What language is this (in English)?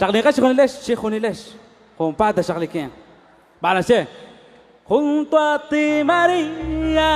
Kekchí